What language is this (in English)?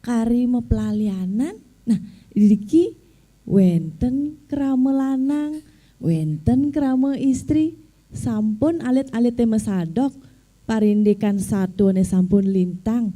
Balinese